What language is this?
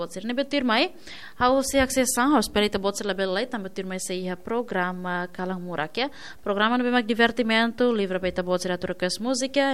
Tetum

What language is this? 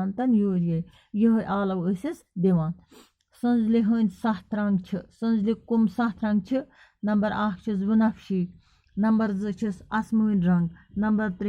Kashmiri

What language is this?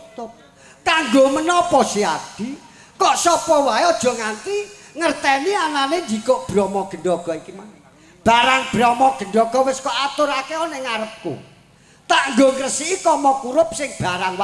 Javanese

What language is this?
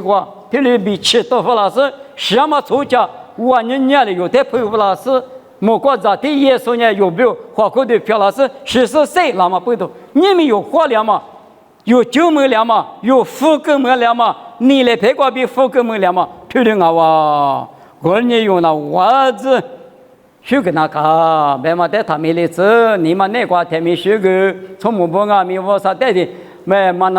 Lisu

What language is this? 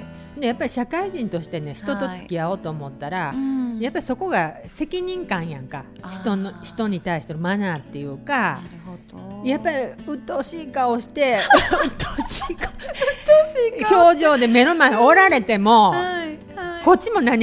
Japanese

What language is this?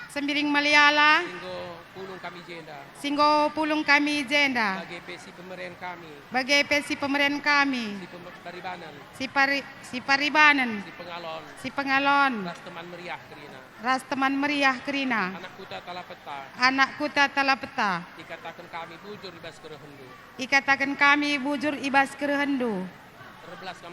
Batak Karo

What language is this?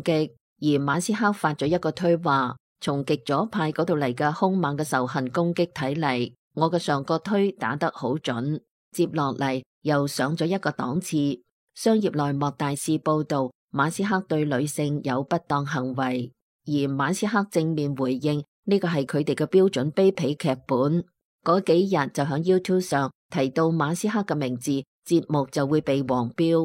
Cantonese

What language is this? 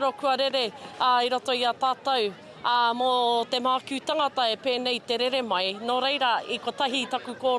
Māori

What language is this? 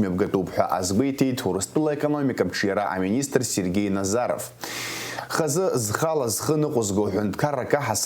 Abkhazian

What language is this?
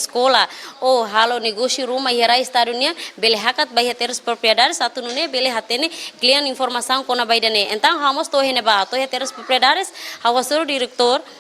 Tetum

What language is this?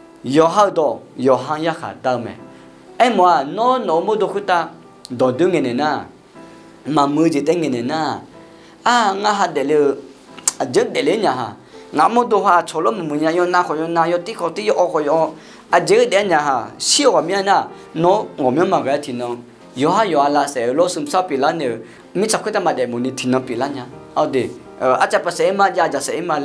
Akha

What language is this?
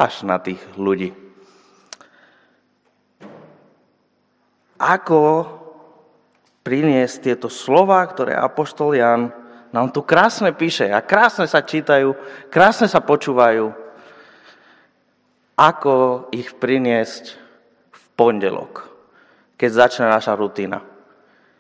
Slovak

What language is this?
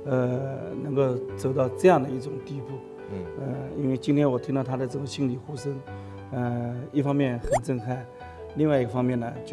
Chinese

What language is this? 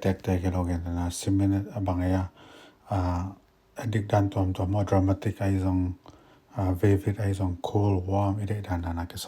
Tedim Chin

